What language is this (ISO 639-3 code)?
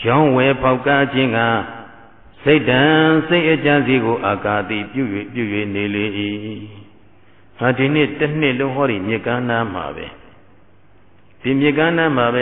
mya